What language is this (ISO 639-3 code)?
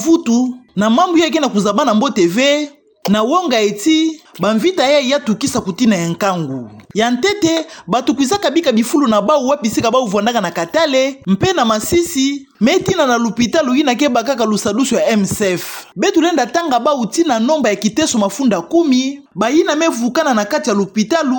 ktu